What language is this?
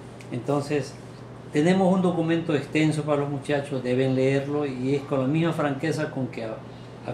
Spanish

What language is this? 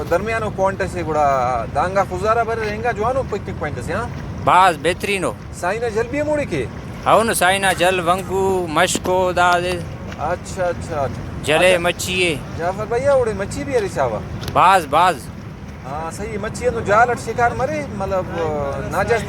Brahui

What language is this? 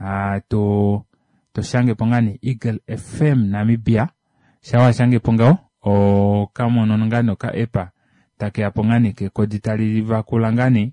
Kuanyama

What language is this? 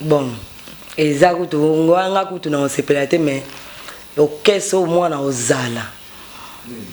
Lingala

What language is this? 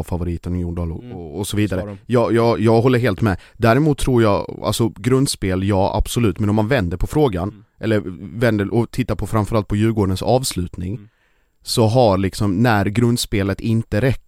Swedish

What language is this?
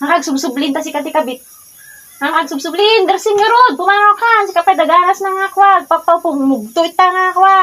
Iloko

